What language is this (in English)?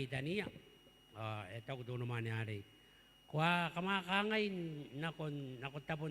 Gilbertese